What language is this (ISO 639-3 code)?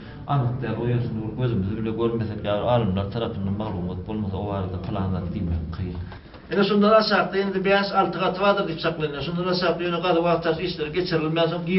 tuk